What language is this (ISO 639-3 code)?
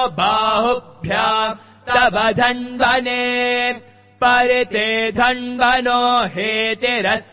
san